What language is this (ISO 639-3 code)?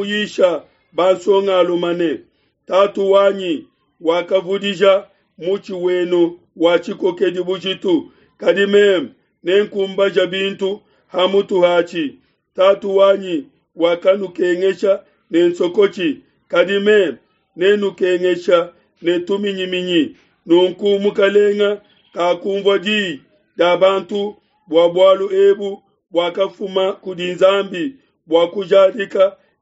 lua